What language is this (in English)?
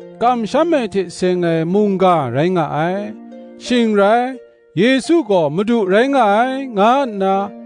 Kachin